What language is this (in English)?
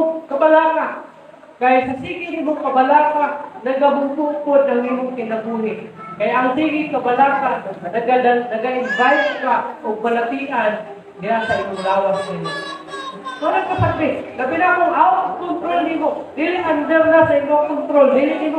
Cebuano